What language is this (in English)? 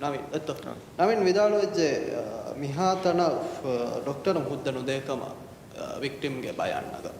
Divehi